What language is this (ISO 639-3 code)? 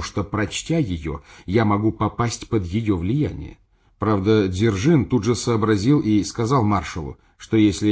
rus